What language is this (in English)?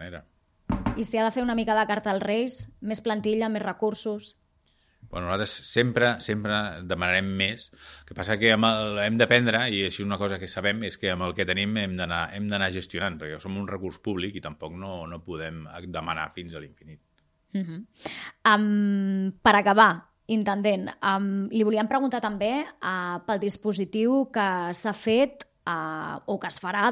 Catalan